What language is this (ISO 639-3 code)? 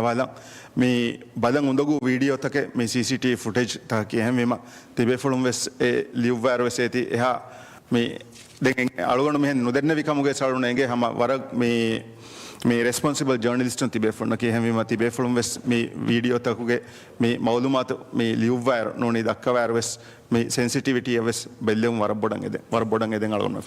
div